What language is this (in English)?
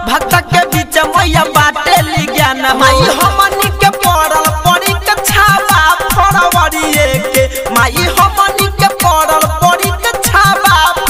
Bhojpuri